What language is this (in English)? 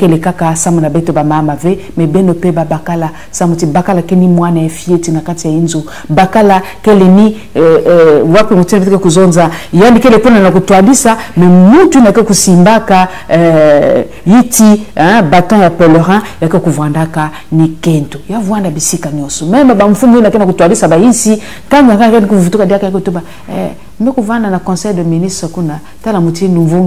Kituba (Congo)